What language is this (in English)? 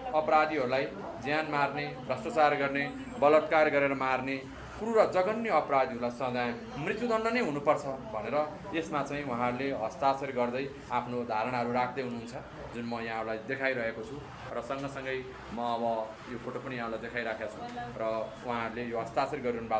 Nepali